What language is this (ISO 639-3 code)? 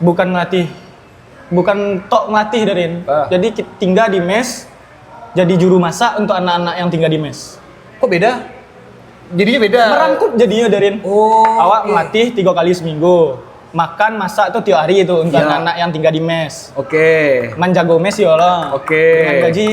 min